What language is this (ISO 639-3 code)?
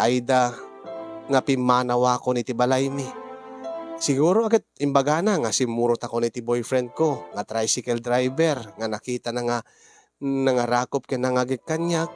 ilo